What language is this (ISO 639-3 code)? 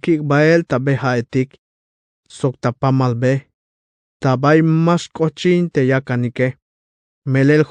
tzh